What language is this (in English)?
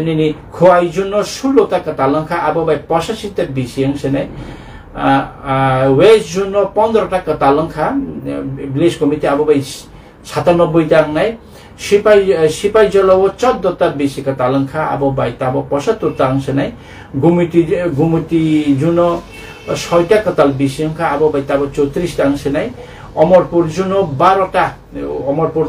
Kok Borok